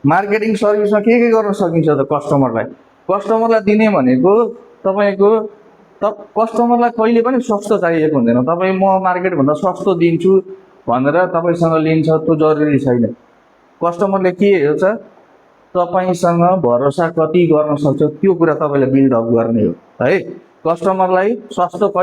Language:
Nepali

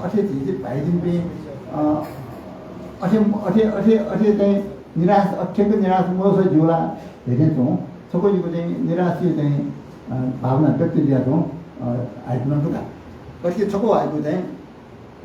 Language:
Newari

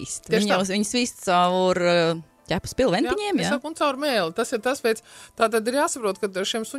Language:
Latvian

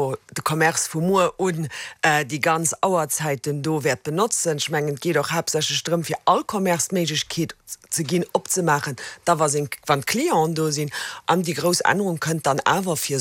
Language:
Luxembourgish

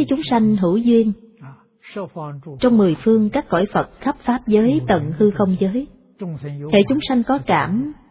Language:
Vietnamese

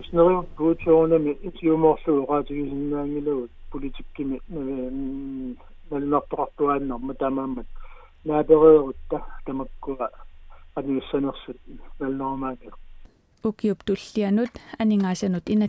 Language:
Kalaallisut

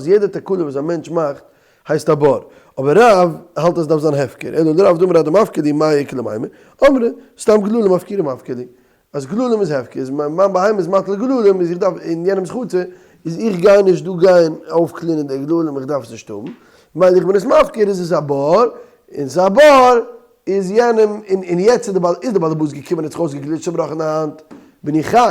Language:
Yiddish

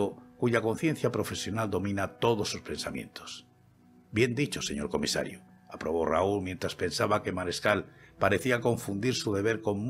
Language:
Spanish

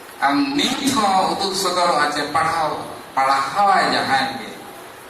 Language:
Santali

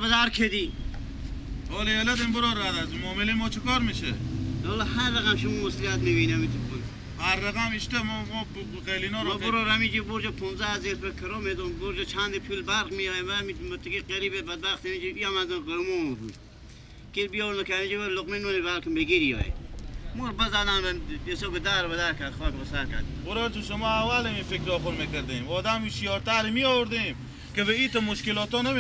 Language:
Persian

